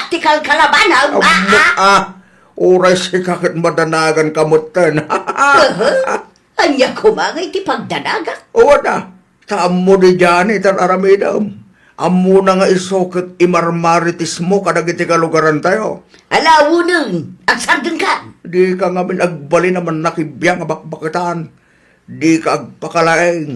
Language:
Iloko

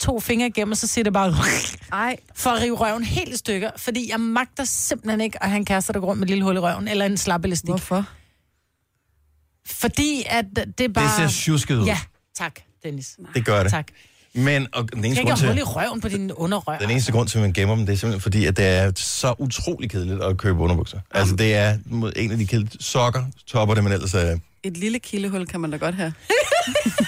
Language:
Danish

